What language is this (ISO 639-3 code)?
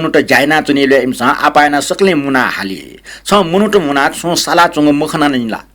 new